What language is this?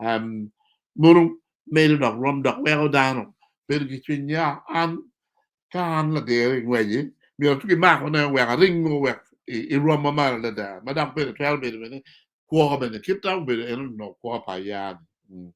Acoli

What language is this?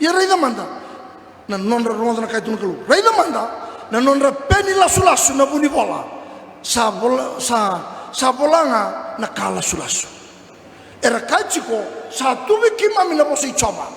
Fijian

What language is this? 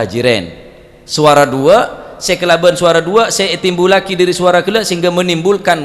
Madurese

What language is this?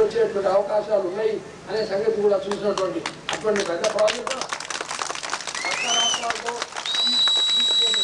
Telugu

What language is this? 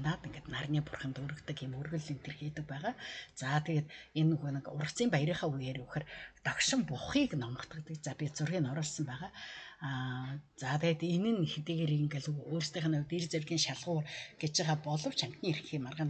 Mongolian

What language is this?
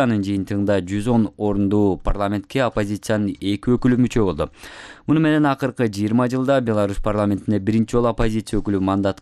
Kyrgyz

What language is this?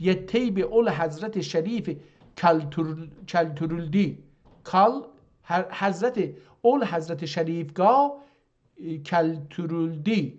South Azerbaijani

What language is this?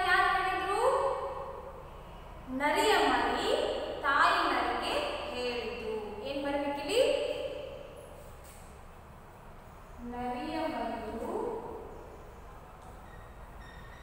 Kannada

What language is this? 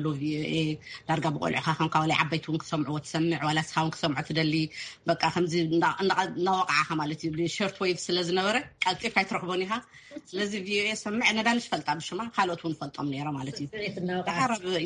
Tigrinya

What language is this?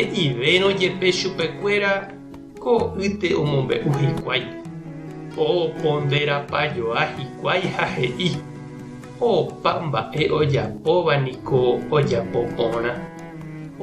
Guarani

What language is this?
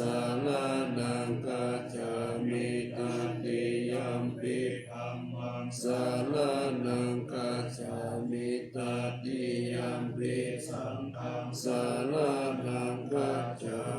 Pali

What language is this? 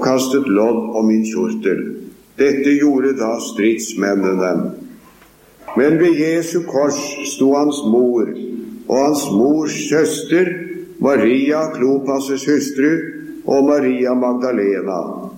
Norwegian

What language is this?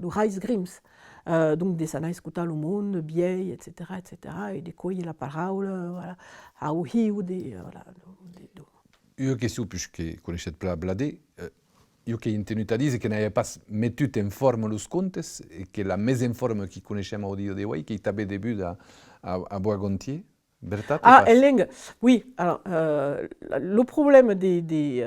Occitan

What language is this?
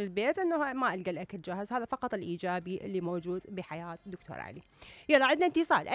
Mesopotamian Arabic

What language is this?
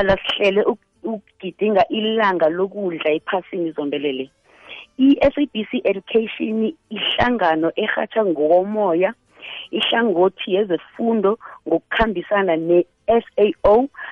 South Ndebele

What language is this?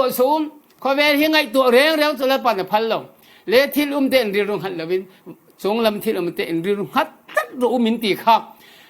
Falam Chin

